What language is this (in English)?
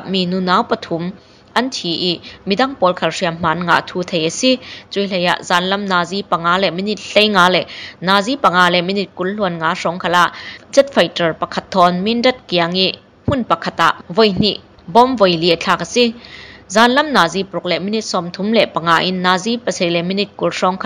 Burmese